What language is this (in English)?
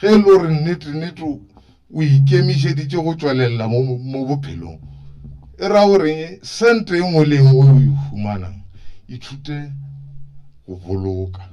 Northern Sotho